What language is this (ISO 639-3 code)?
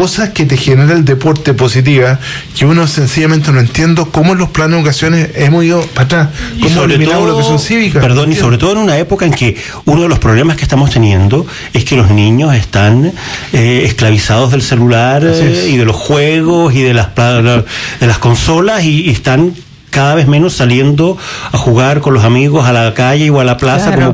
spa